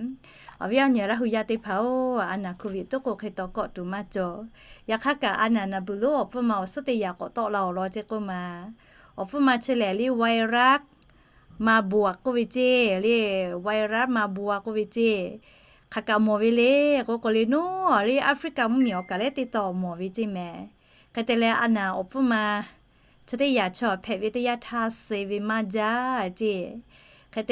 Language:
Lahu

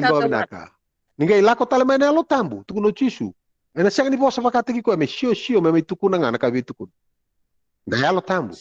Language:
Fijian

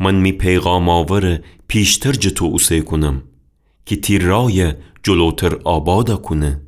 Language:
Gilaki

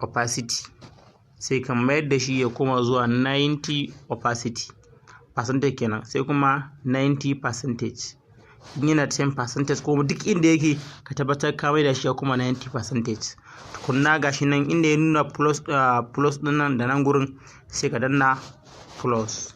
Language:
Hausa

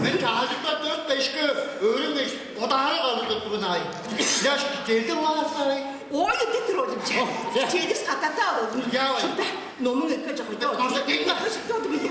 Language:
Tuvinian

